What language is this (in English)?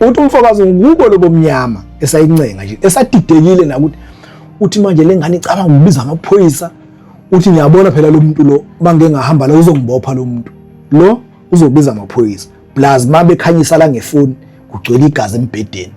Zulu